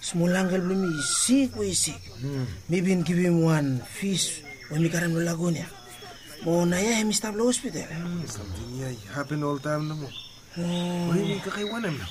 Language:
Bislama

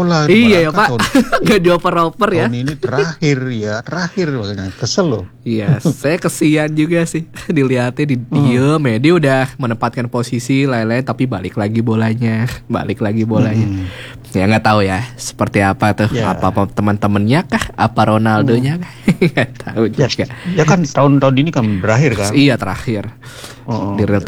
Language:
Indonesian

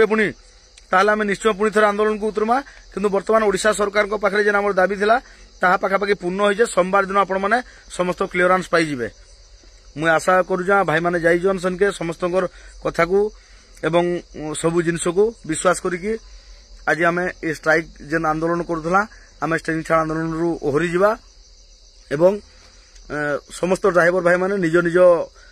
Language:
Odia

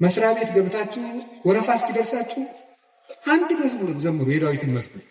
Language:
Amharic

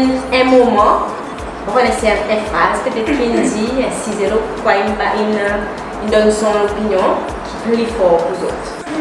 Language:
Seselwa Creole French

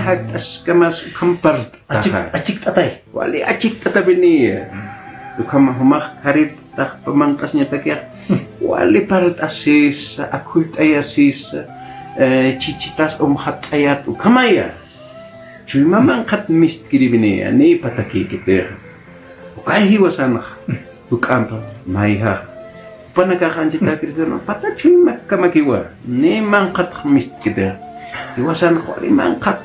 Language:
Aymara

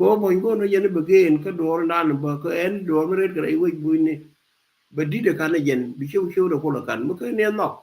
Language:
Nuer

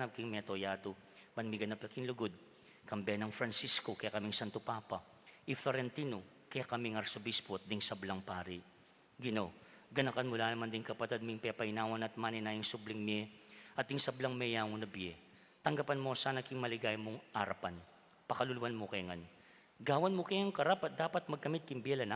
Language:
Pampanga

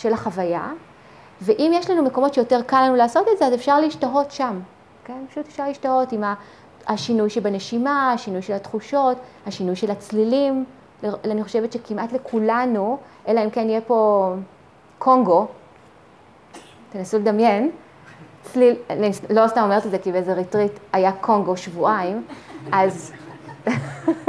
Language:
Hebrew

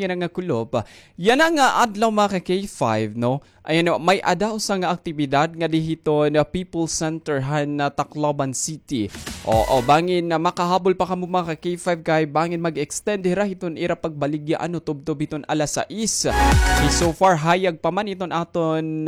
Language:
Waray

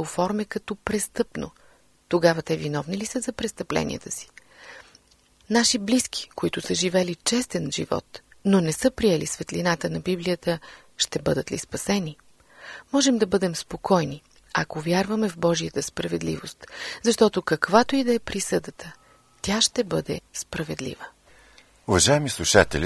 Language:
Bulgarian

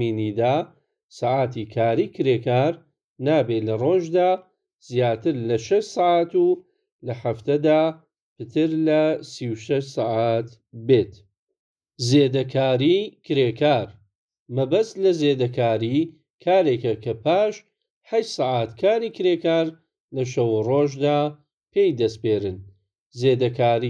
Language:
Central Kurdish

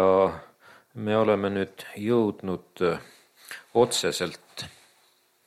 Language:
Estonian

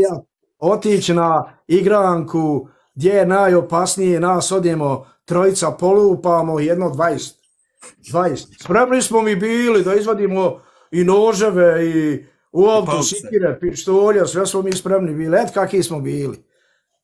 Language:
Bosnian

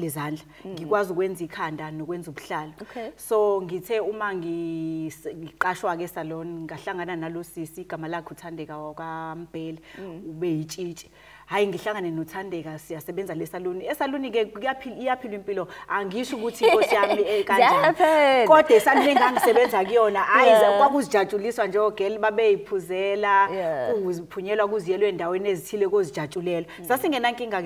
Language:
Zulu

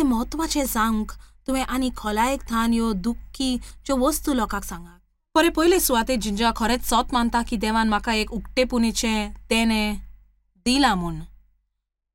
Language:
Konkani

